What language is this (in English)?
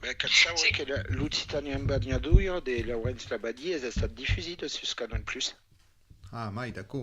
Occitan